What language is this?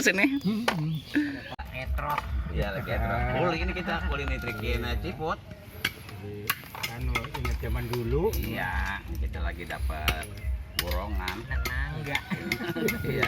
Betawi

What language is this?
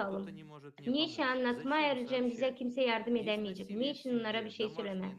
Gagauz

